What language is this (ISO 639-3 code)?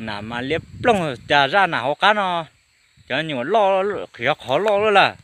hmn